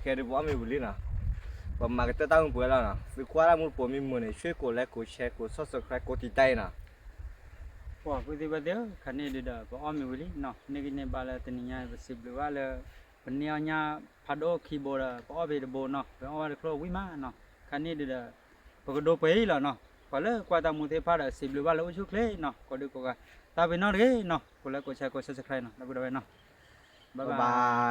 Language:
S'gaw Karen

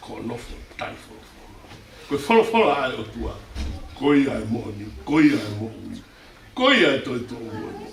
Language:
Tongan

